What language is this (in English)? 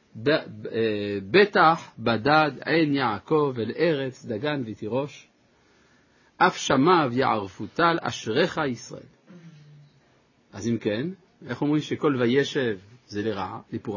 Hebrew